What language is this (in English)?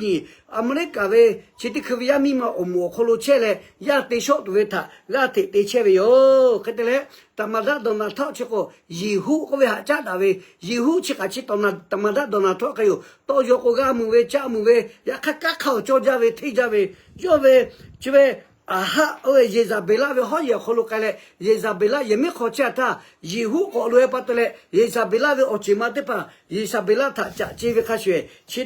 Lahu